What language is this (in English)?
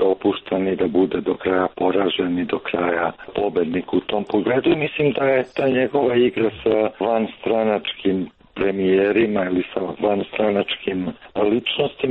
Serbian